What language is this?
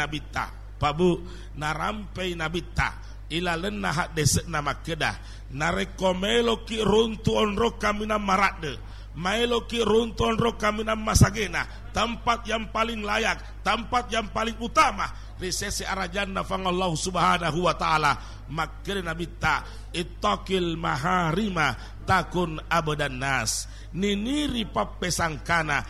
Buginese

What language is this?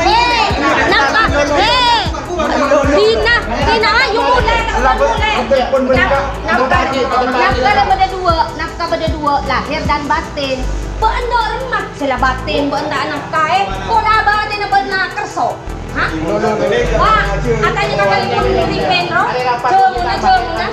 Madurese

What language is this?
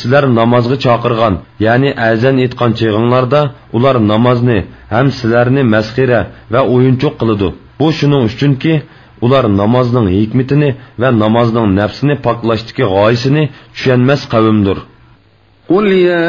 Uyghur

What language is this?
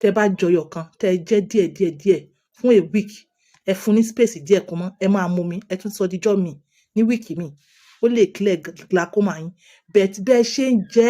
Yoruba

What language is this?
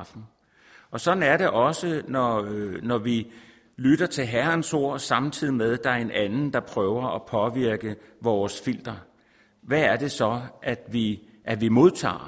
Danish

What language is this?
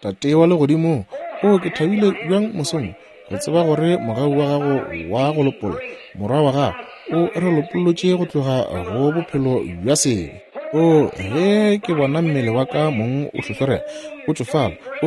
Northern Sotho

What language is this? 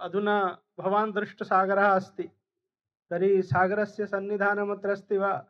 Sanskrit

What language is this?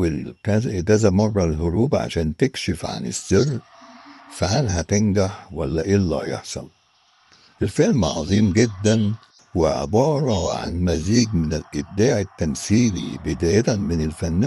Egyptian Arabic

